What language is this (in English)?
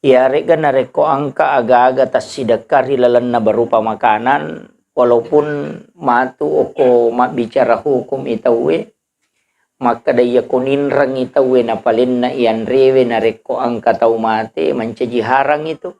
Buginese